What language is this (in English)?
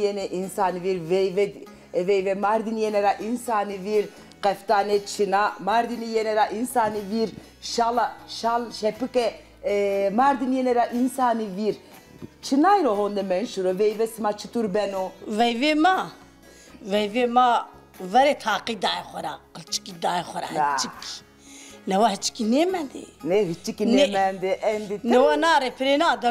Zaza